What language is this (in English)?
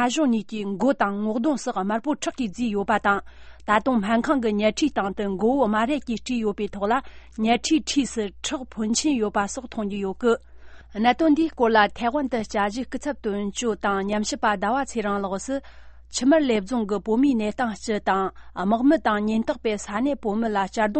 Tibetan